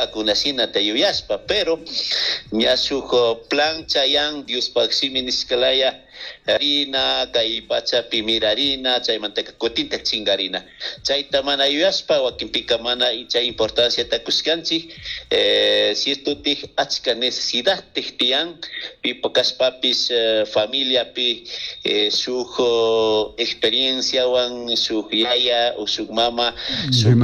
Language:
Chimborazo Highland Quichua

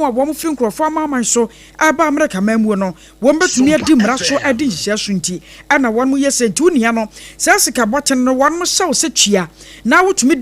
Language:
Akan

